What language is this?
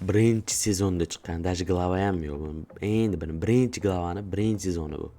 Uzbek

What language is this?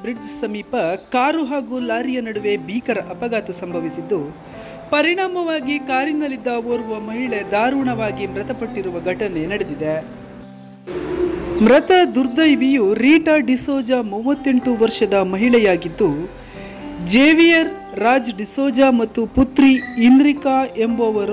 Kannada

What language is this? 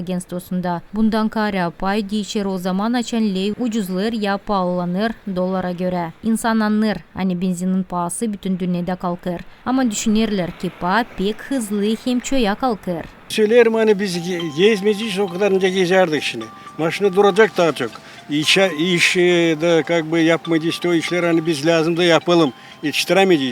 Gagauz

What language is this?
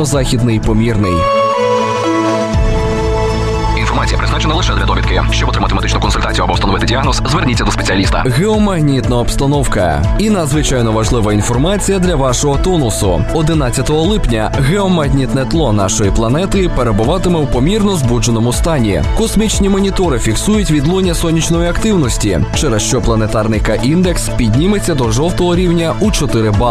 Ukrainian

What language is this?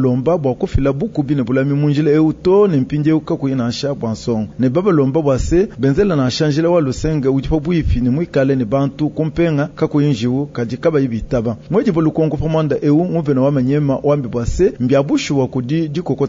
Luba-Lulua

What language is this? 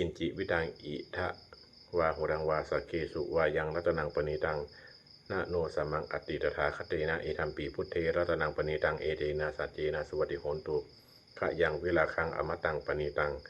Pali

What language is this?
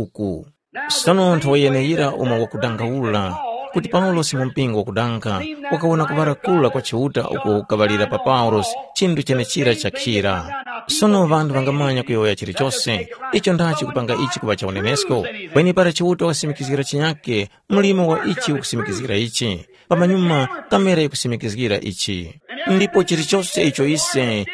Tumbuka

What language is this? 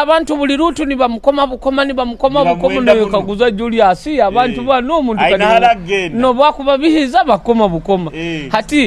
Nyoro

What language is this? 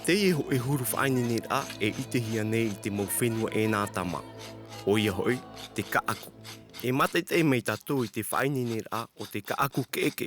Tahitian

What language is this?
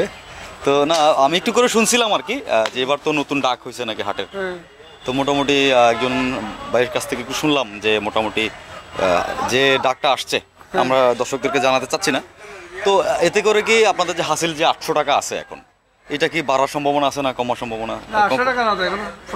Bangla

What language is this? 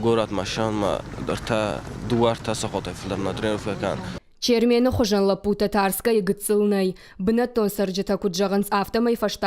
Ossetic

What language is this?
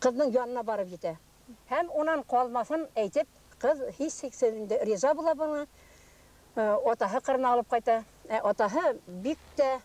Bashkir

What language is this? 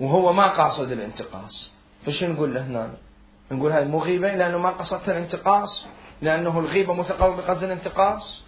Mesopotamian Arabic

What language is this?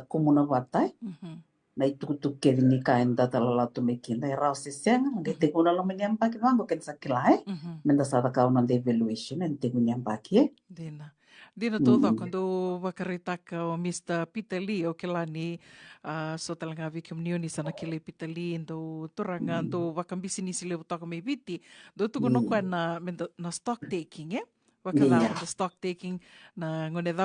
Fijian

